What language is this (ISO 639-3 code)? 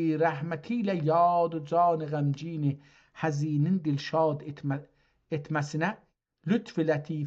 azb